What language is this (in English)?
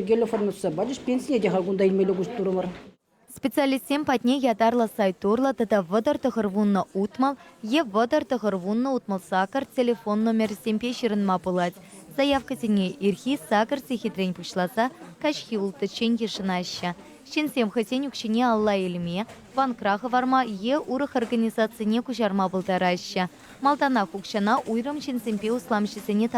Chuvash